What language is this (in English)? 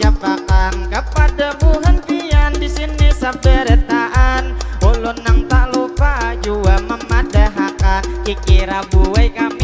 Banjar